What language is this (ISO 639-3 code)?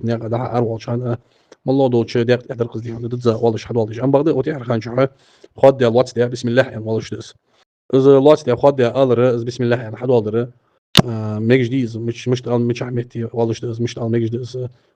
inh